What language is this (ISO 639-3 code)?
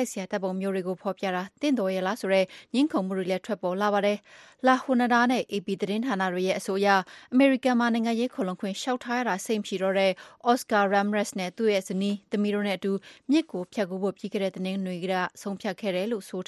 mya